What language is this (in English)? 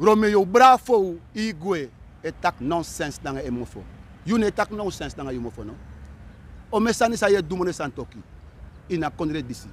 Sranan Tongo